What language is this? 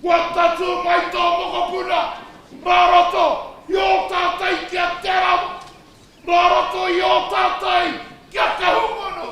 Māori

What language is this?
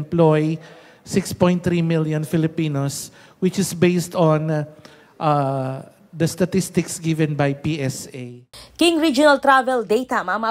Pampanga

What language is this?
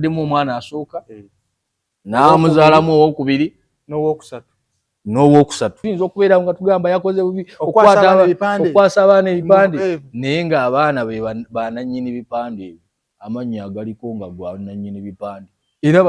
Ganda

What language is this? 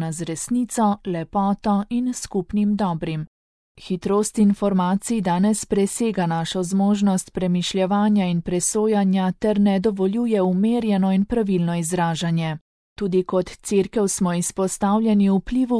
Slovenian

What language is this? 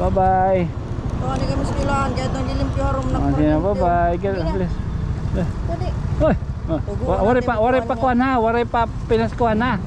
Waray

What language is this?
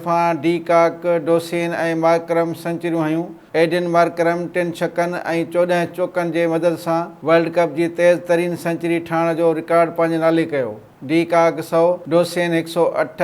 Sindhi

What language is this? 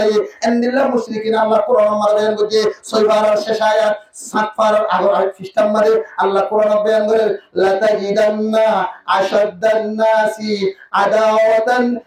Rohingya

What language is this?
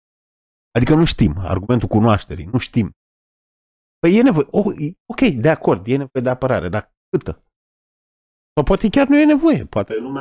Romanian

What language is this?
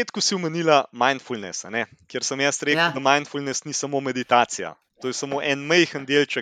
Slovenian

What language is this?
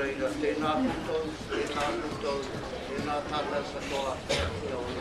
Māori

